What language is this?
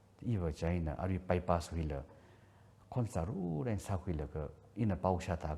Tangkhul Naga (India)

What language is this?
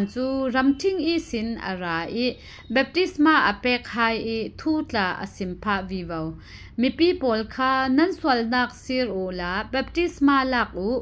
Falam Chin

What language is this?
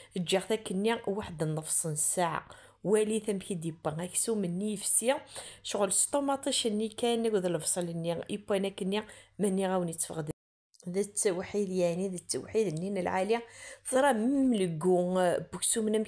Kabyle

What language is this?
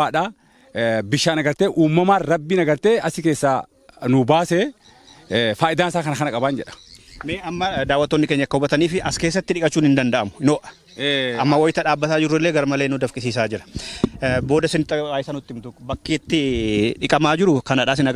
Oromo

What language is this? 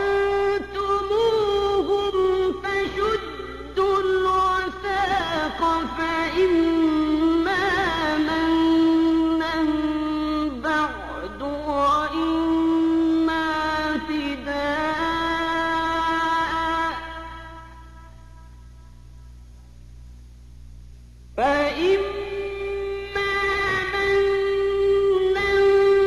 Arabic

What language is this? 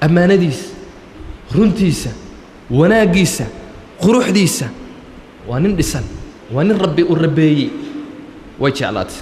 Somali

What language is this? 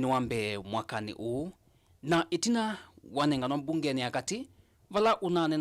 Kamba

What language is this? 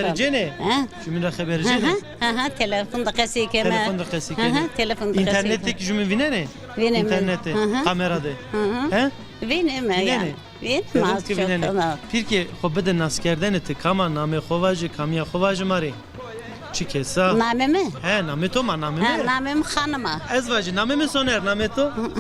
Zaza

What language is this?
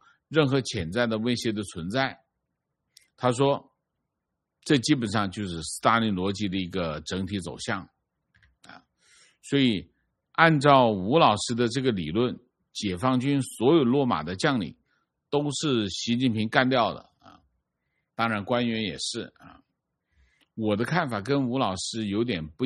Chinese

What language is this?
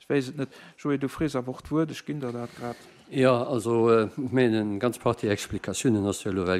Luxembourgish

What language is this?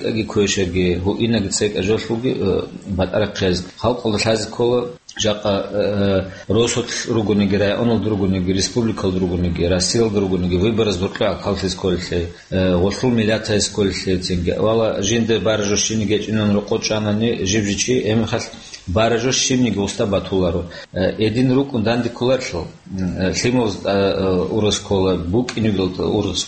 Avaric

